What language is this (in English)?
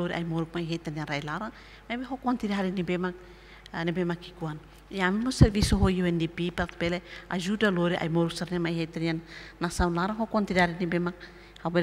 Tetum